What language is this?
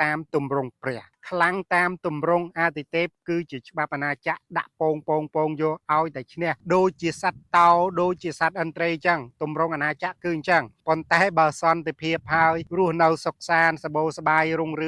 Khmer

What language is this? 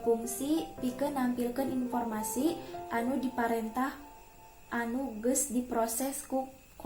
Sundanese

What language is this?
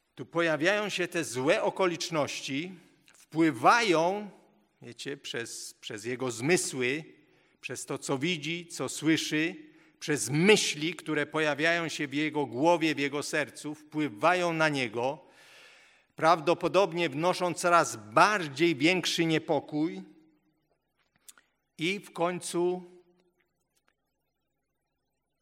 Polish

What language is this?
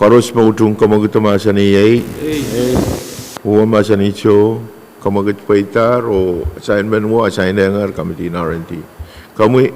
Pohnpeian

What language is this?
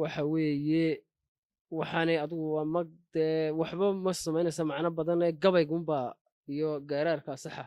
Somali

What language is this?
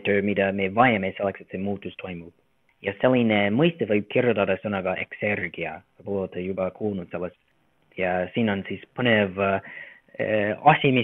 Estonian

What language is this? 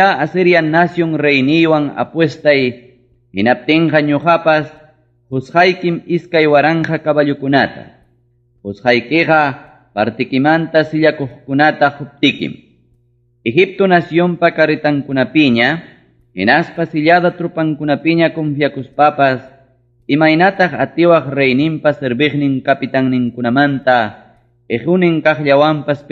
Ayacucho Quechua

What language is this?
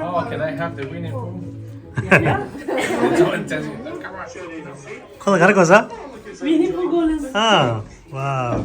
Tibetan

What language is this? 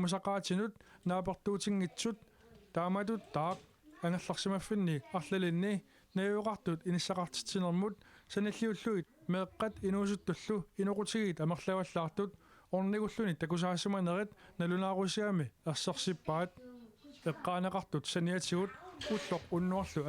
Kalaallisut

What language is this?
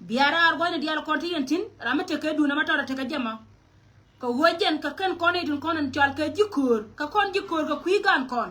Nuer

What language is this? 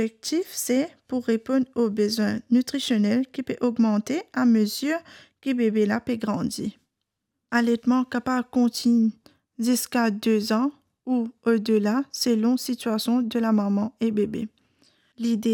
Morisyen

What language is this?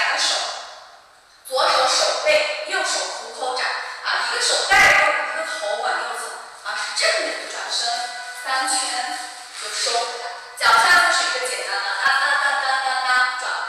Chinese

